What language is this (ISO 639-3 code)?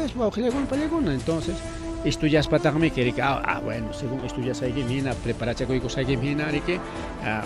quy